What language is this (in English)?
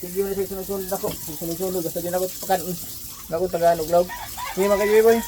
Cebuano